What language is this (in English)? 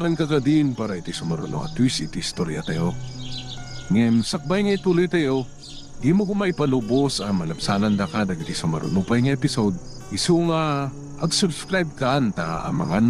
Iloko